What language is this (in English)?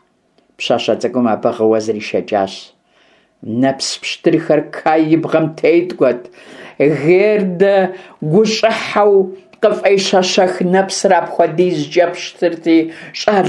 Kabardian